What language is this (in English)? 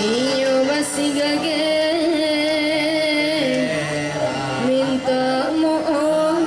Minangkabau